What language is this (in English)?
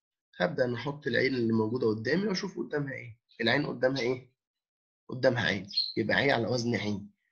Egyptian Arabic